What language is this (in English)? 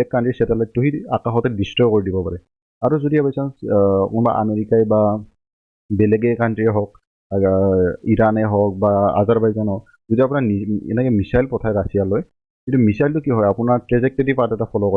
Assamese